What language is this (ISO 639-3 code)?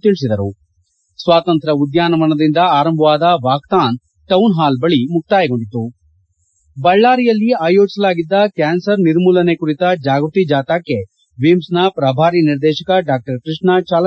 kan